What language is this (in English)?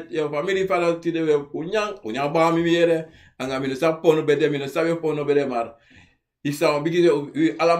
Sranan Tongo